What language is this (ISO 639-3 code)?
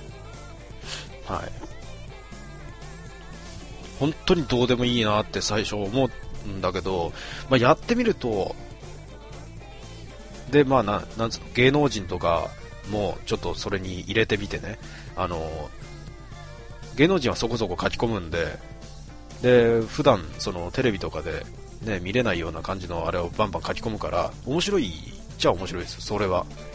jpn